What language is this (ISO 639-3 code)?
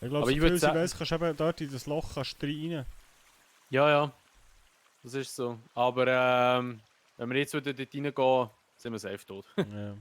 gsw